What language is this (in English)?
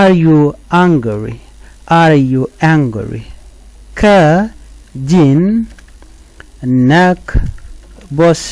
Nuer